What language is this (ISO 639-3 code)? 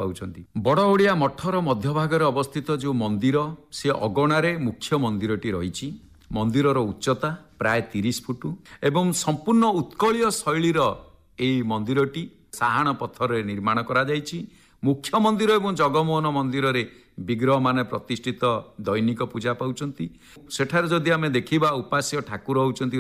ori